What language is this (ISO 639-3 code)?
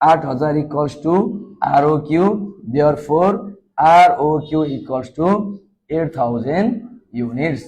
nep